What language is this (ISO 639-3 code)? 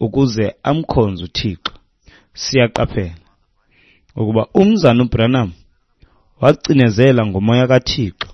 xho